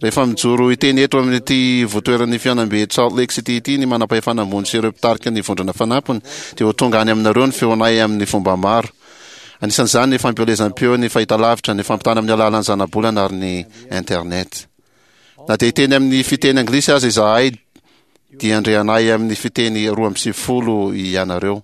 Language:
Malagasy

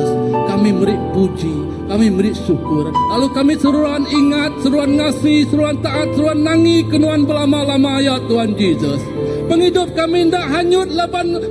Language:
Iban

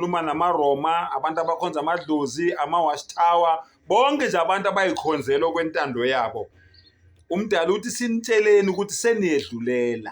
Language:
Zulu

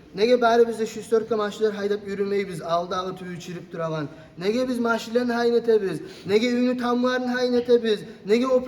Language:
Kumyk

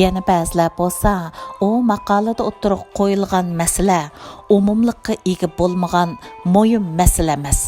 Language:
Uyghur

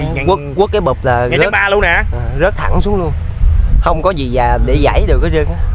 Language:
Vietnamese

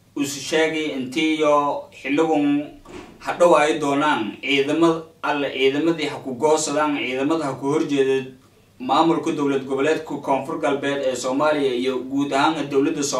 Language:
Somali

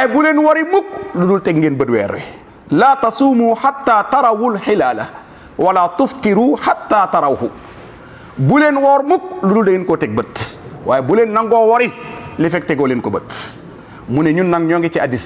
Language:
Wolof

